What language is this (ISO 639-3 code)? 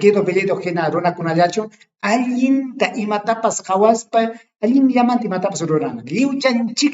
quy